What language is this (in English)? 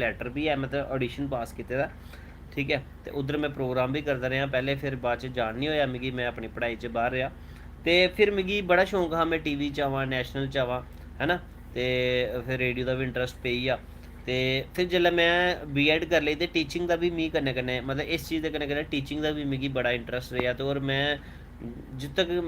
Dogri